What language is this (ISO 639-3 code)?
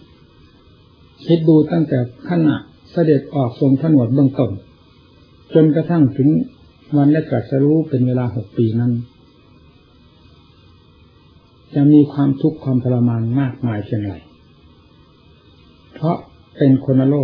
tha